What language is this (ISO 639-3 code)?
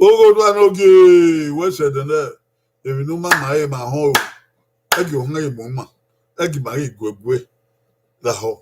bin